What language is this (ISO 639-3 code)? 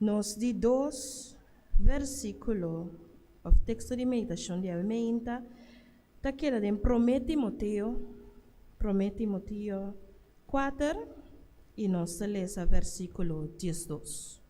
pap